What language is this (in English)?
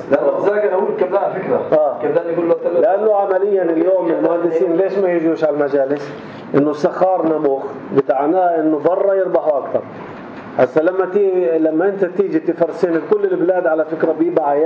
North Levantine Arabic